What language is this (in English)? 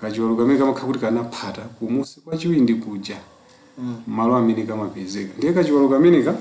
Nyanja